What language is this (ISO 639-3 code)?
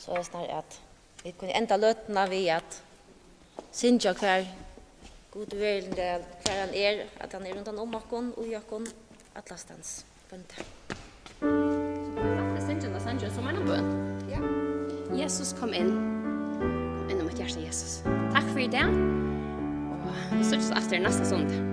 fao